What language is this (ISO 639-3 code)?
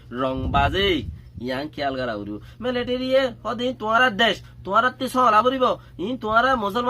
rhg